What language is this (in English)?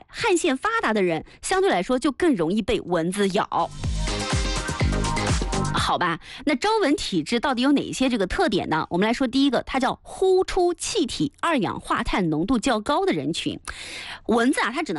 Chinese